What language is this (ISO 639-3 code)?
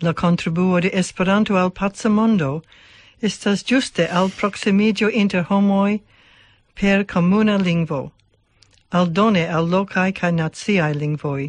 epo